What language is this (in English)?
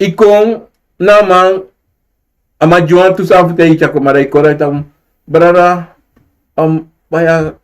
Sranan Tongo